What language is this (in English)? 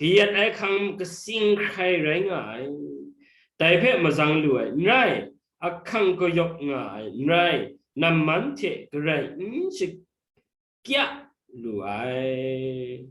Kachin